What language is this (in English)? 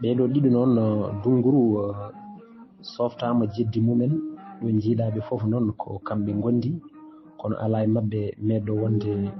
Fula